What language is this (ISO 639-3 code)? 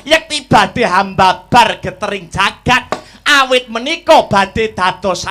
jav